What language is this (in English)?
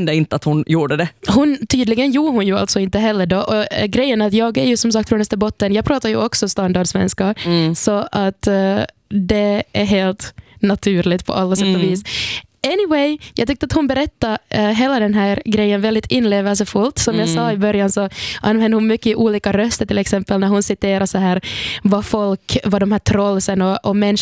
Swedish